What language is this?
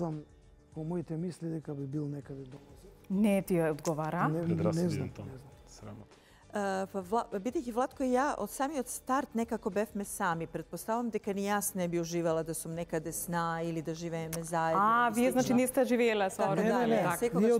Macedonian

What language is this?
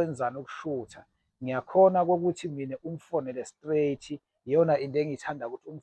Zulu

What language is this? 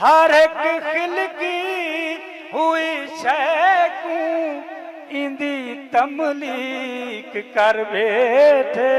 Saraiki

